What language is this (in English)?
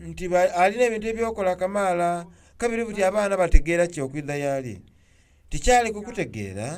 Soga